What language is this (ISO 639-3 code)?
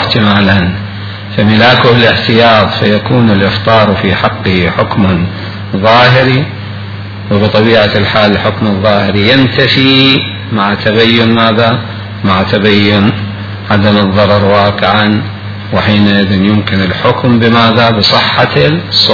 ara